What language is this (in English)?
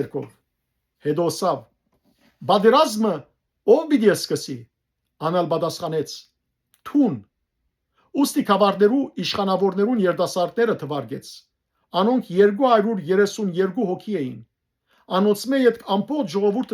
Western Armenian